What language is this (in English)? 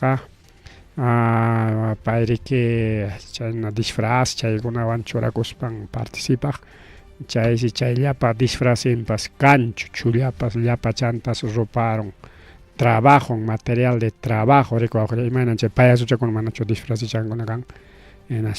Ayacucho Quechua